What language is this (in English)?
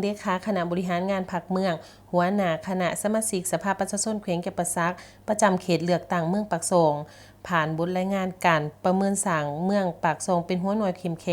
Lao